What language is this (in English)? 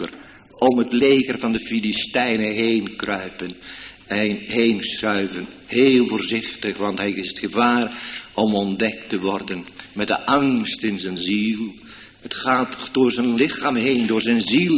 Dutch